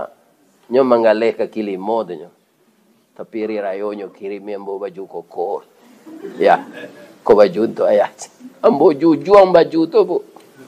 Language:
Minangkabau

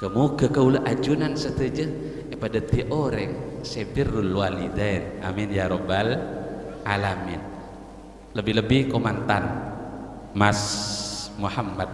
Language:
Madurese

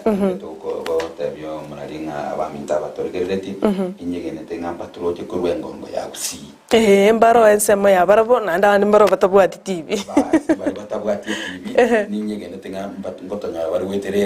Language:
Gusii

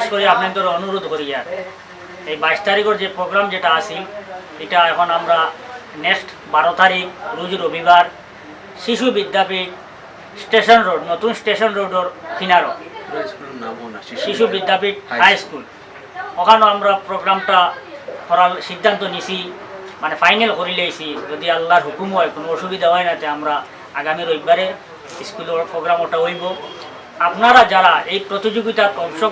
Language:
Sylheti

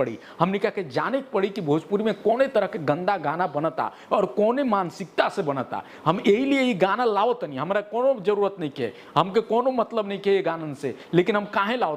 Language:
Bhojpuri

